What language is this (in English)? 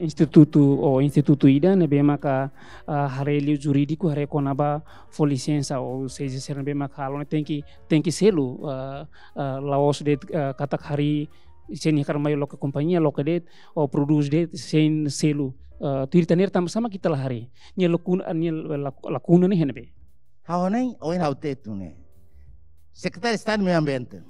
Tetum